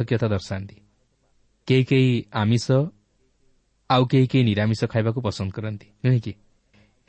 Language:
Odia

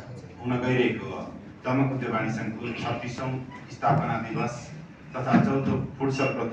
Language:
Nepali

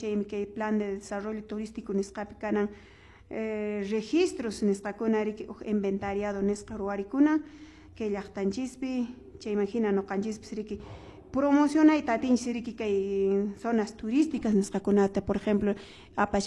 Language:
Quechua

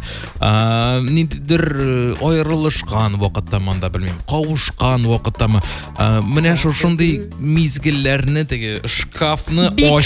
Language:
Tatar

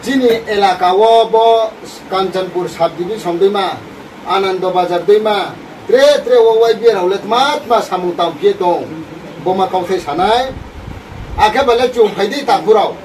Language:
Riang (India)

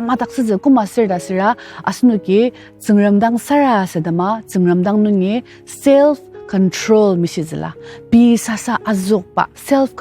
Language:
Ao Naga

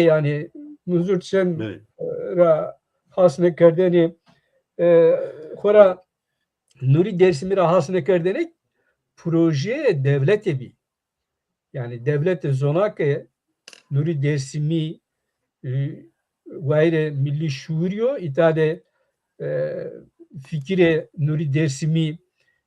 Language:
Zaza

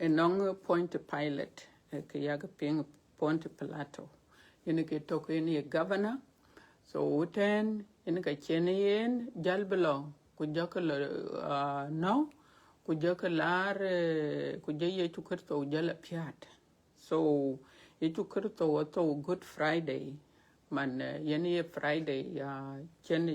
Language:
Dinka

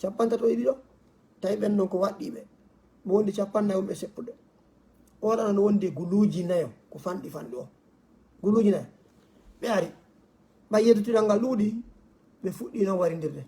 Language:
Fula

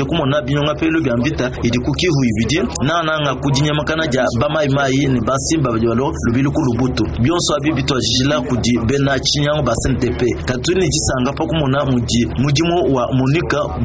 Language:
Luba-Lulua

